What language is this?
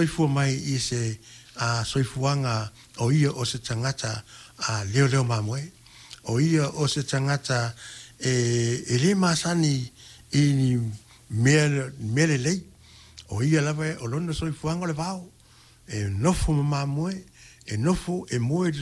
Samoan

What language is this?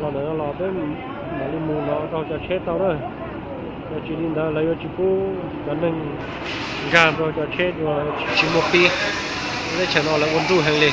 Hmong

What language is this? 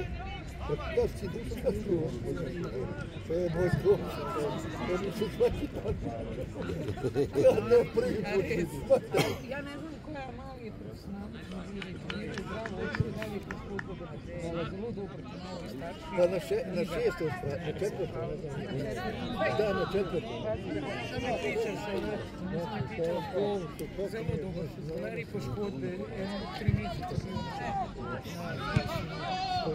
Croatian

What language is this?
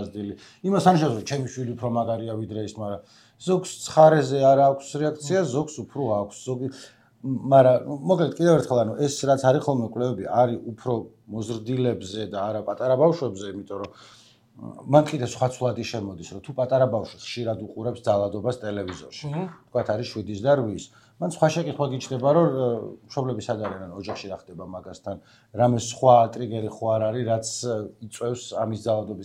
Georgian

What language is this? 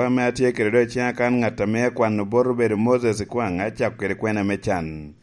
Lango (Uganda)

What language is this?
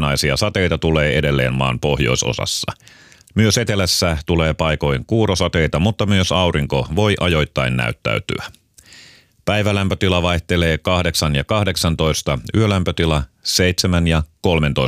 Finnish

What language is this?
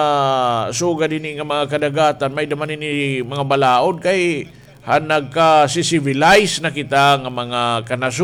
Waray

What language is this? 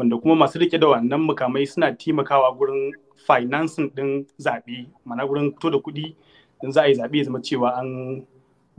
Hausa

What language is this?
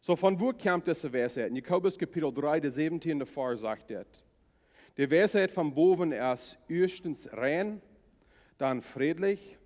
Plautdietsch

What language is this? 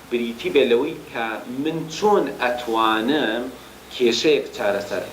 Central Kurdish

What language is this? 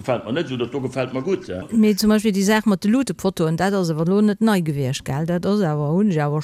Luxembourgish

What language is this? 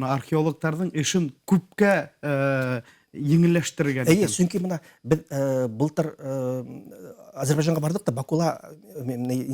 Bashkir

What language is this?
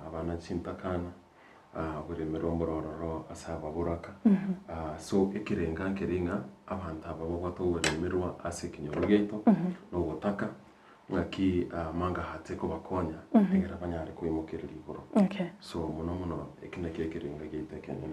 Gusii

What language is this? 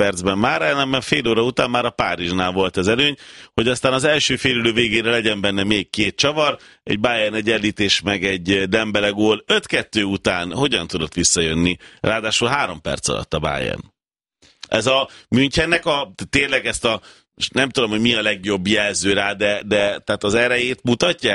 Hungarian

